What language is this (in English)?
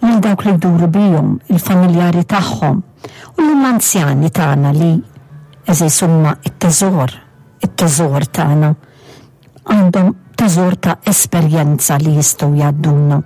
Maltese